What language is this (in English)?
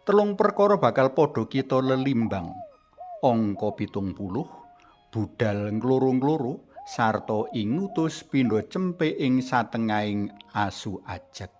Javanese